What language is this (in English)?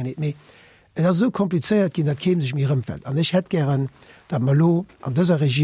Luxembourgish